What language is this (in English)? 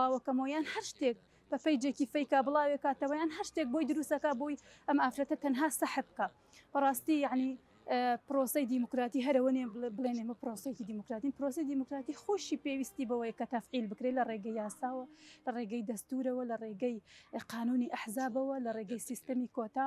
Central Kurdish